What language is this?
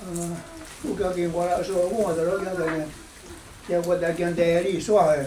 Mohawk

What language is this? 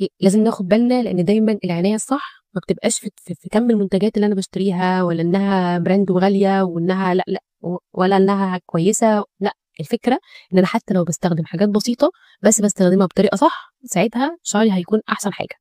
Egyptian Arabic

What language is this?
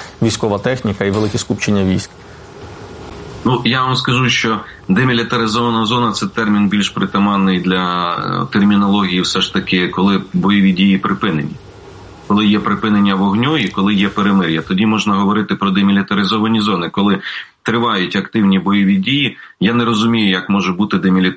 Ukrainian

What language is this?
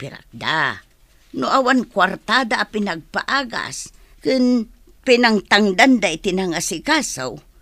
Iloko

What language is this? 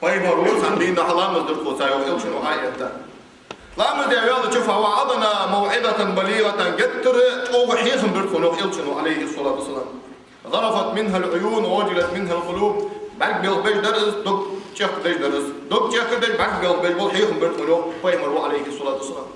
Ingush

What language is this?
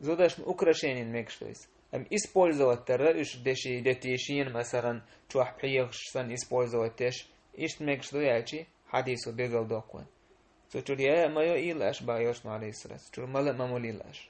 Chechen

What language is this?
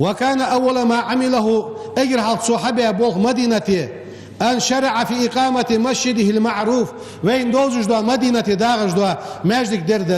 Ingush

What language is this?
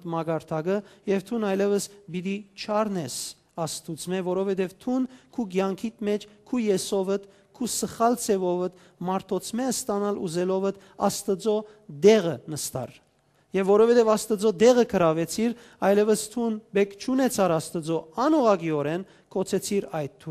Western Armenian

